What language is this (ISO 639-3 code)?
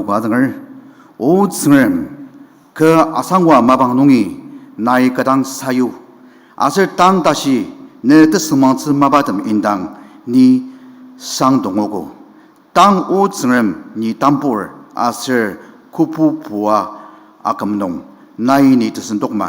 njo